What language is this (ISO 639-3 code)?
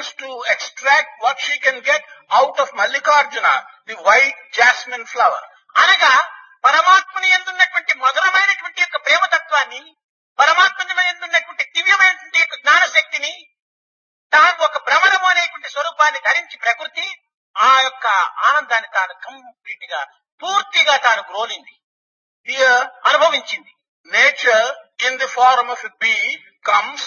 tel